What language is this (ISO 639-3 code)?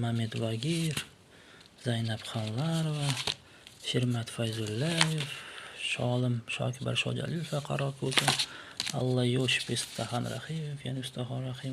uzb